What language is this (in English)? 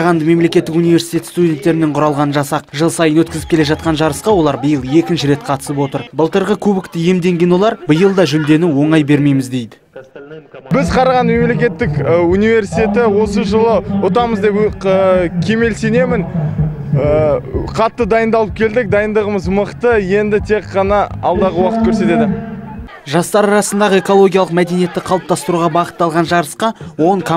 Kazakh